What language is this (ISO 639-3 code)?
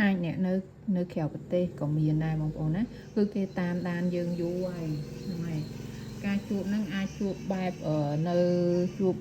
khm